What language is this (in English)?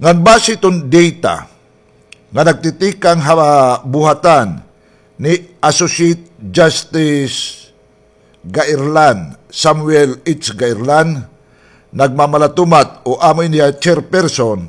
Waray